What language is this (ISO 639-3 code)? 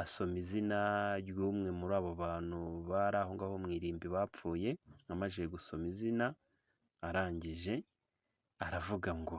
kin